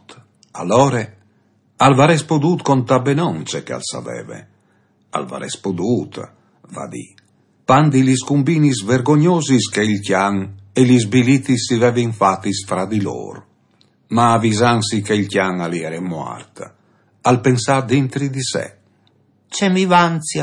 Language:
Friulian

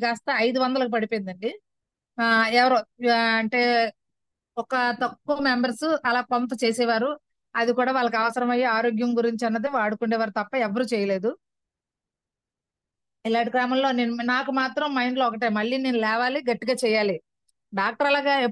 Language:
Telugu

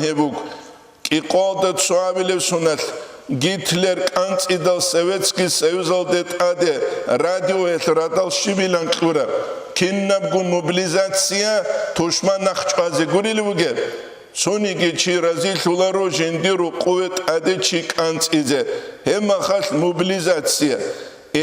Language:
Avaric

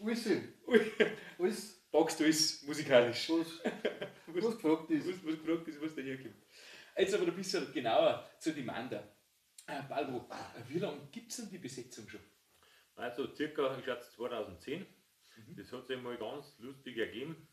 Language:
Bavarian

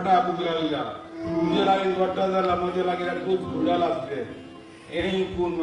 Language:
Konkani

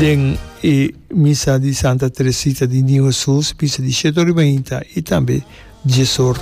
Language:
Papiamento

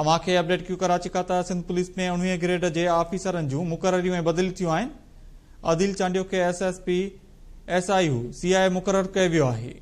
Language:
Sindhi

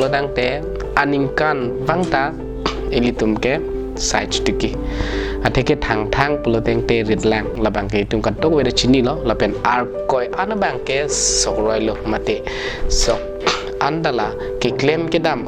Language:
Karbi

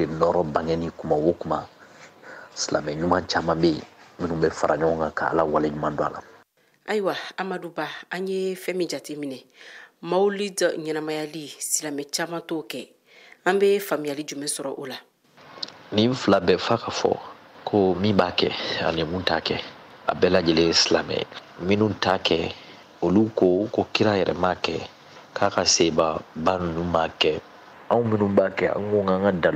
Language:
Bambara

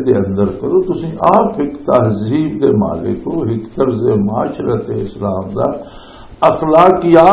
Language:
Western Panjabi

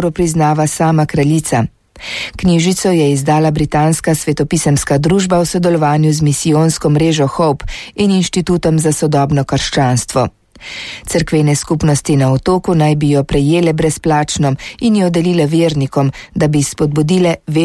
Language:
Slovenian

